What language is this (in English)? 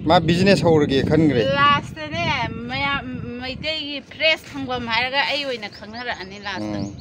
Manipuri